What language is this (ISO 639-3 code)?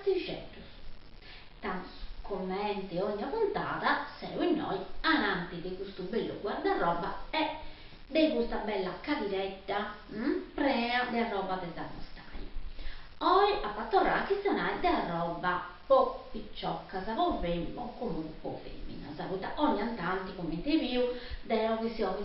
srd